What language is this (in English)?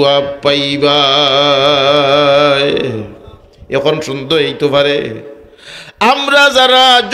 Sylheti